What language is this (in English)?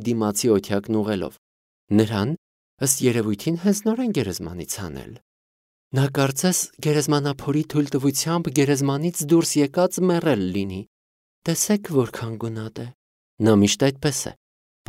Armenian